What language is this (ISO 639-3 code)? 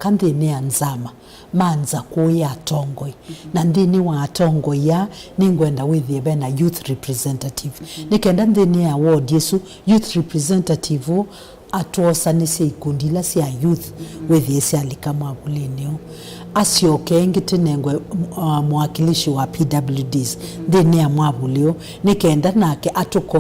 kam